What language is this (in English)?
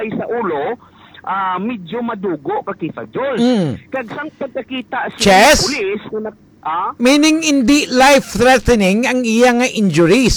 Hiligaynon